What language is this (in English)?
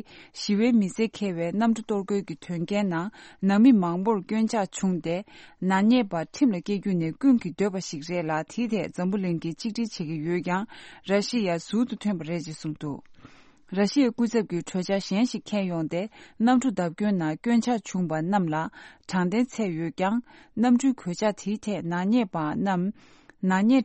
Tibetan